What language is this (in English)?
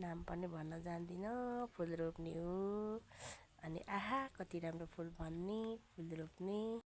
Nepali